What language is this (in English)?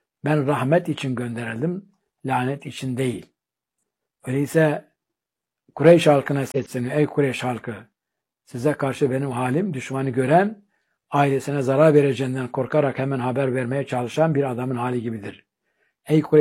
Turkish